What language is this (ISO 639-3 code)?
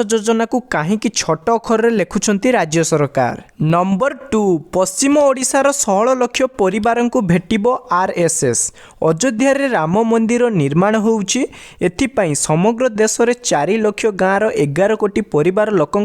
ori